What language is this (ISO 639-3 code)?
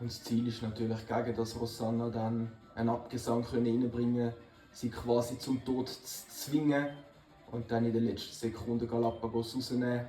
gsw